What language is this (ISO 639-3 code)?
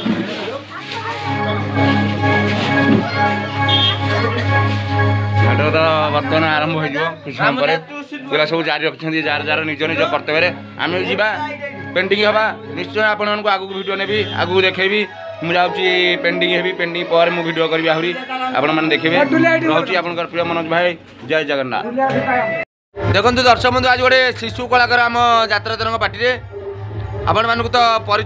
ori